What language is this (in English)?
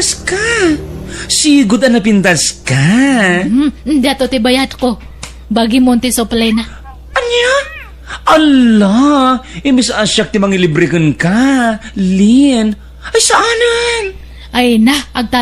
Iloko